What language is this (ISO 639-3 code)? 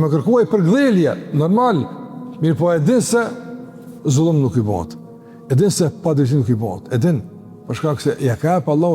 sqi